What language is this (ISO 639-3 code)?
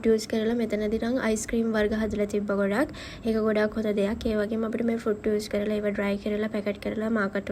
sin